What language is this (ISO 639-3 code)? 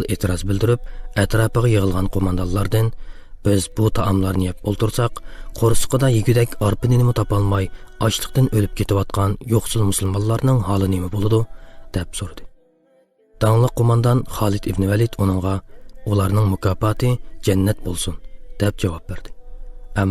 uig